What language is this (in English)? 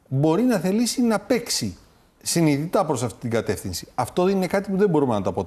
Greek